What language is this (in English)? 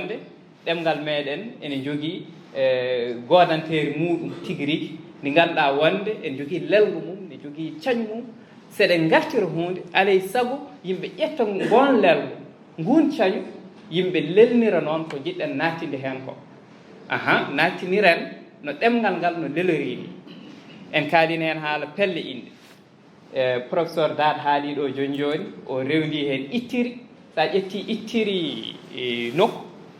Fula